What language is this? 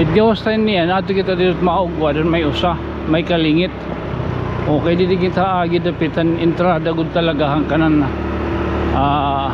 Waray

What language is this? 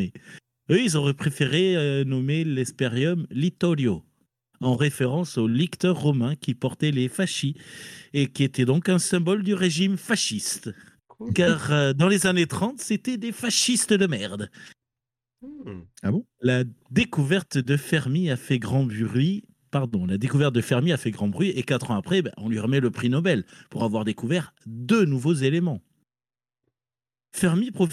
French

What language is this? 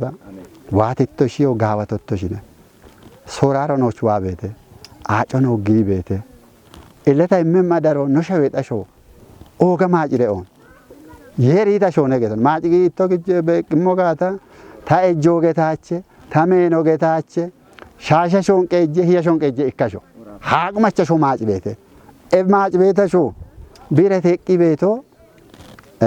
Kafa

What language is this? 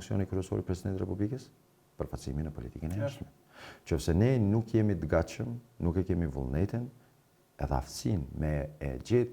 Albanian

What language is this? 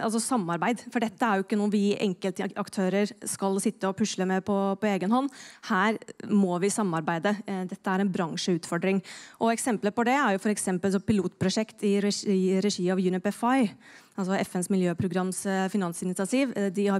Norwegian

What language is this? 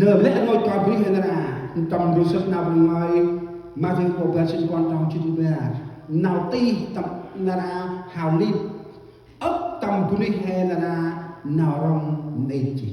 Central Mnong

